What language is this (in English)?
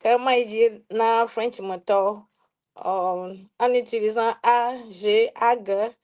Ewe